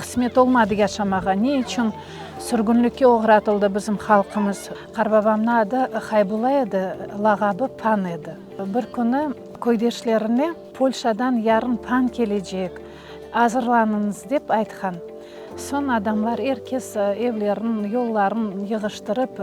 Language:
Crimean Tatar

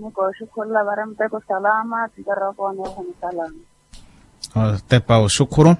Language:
Makhuwa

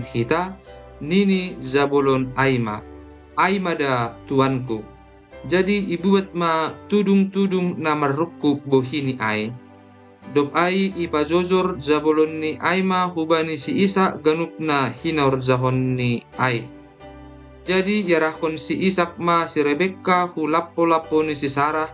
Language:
Batak Simalungun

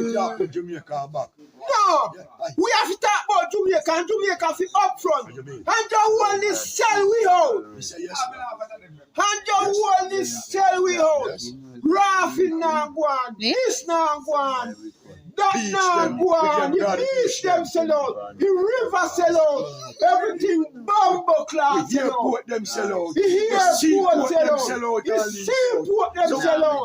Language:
Jamaican Creole English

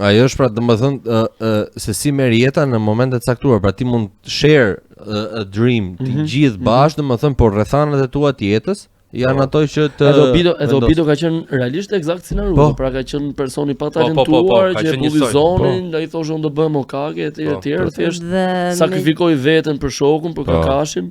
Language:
Albanian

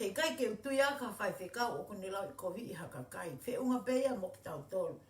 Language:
Tongan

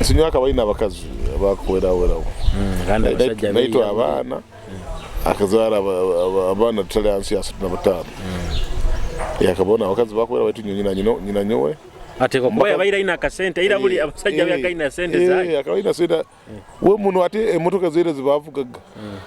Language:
Nyoro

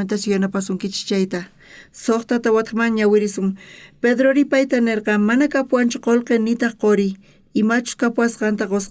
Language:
South Bolivian Quechua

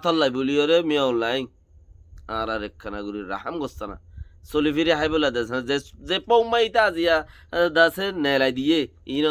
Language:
Rohingya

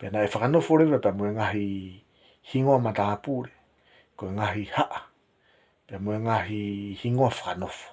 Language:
Tongan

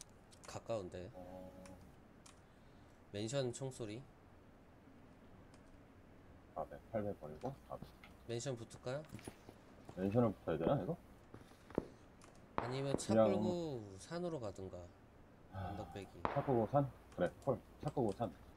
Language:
Korean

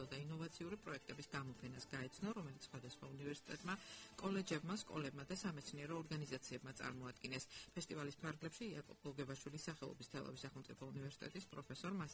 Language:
Georgian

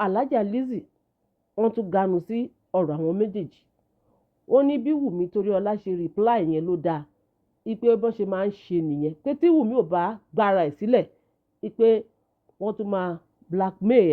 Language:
Yoruba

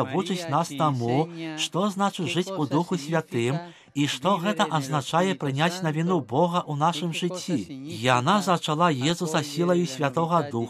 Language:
Belarusian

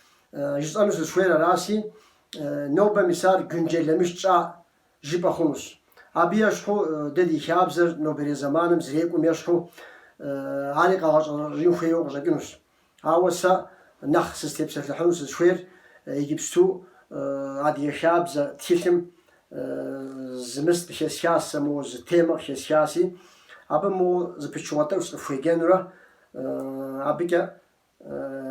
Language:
Kabardian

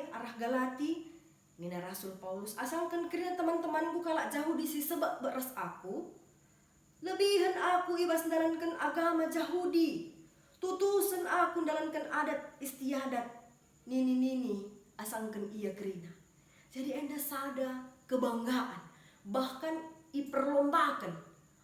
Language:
Batak Karo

